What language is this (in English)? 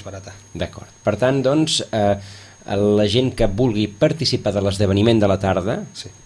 Catalan